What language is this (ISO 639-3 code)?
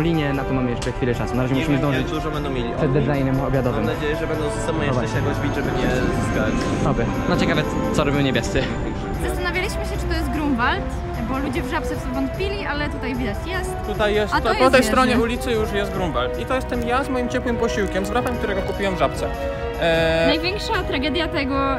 pol